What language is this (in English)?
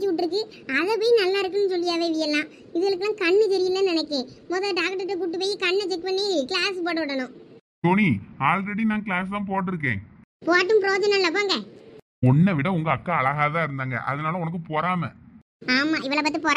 Tamil